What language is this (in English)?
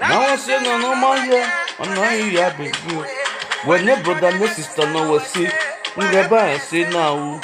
Nigerian Pidgin